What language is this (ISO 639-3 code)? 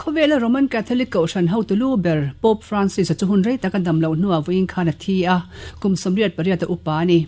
lus